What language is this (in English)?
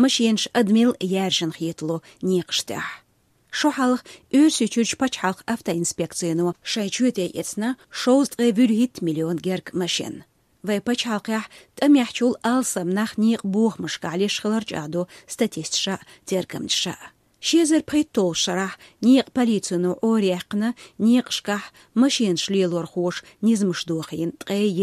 Chechen